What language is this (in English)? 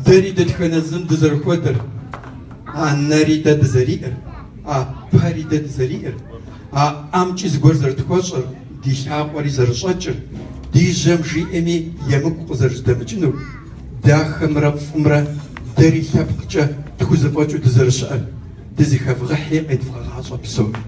Kabardian